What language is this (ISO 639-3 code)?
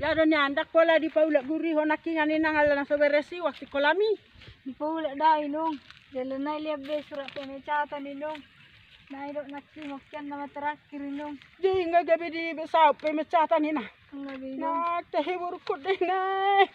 bbc